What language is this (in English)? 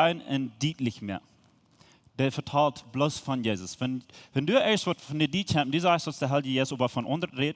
Plautdietsch